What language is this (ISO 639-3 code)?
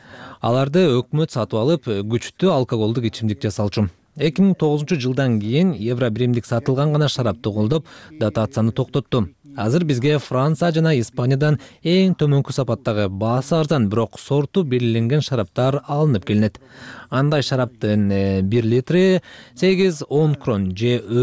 kir